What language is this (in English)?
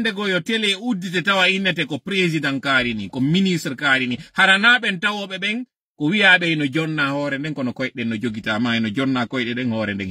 Fula